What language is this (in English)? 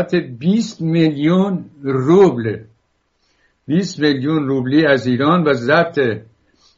Persian